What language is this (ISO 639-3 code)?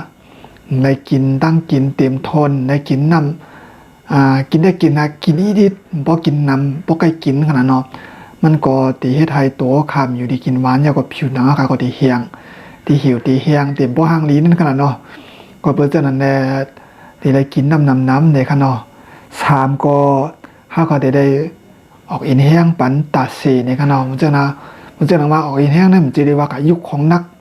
shn